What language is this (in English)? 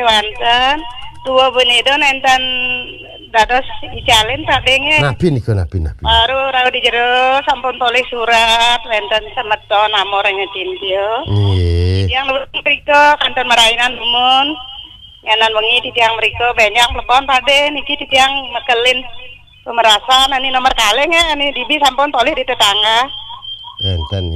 Balinese